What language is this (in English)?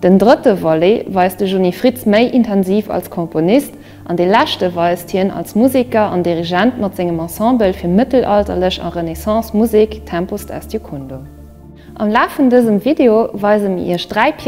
Luxembourgish